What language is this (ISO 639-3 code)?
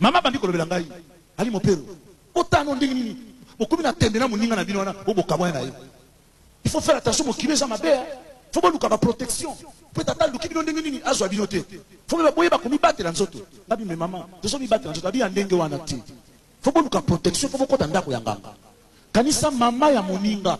lin